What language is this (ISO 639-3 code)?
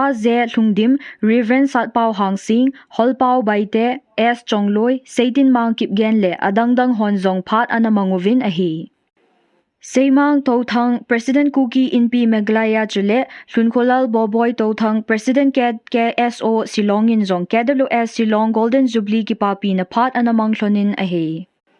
tcz